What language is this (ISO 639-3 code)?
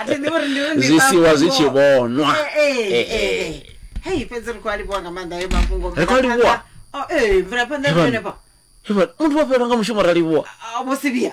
ven